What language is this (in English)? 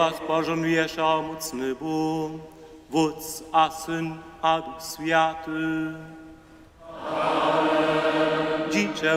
Upper Sorbian